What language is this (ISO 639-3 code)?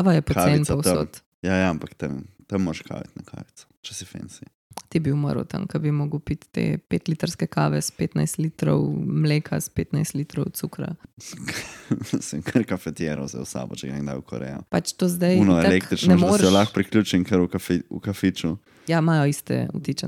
slv